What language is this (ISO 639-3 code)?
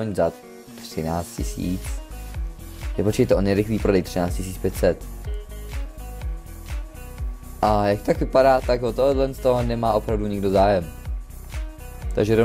ces